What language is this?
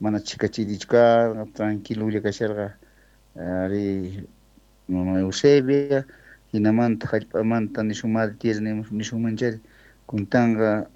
South Bolivian Quechua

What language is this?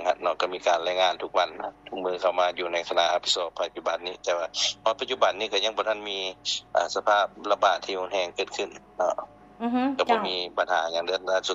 Lao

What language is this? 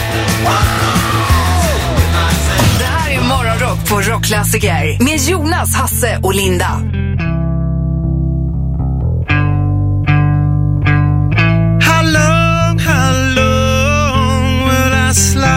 Swedish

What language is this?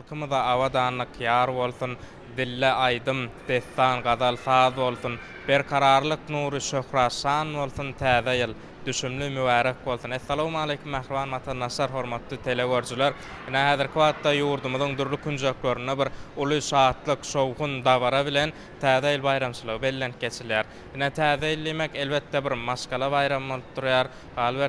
Turkmen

